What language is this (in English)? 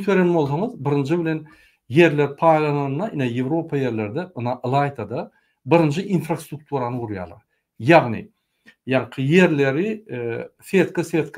Turkmen